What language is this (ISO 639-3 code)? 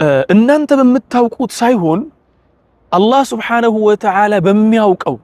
amh